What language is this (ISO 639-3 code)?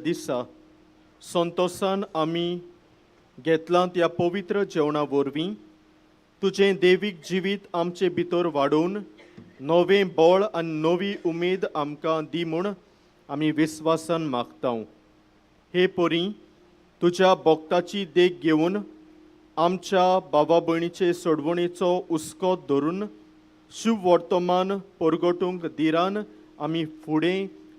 kok